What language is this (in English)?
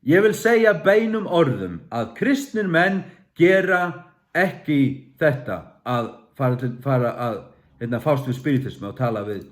Faroese